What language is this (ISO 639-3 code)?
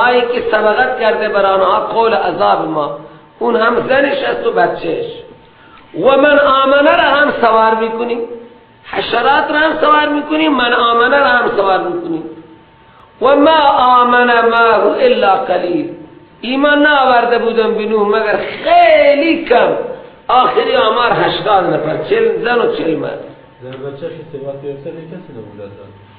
fas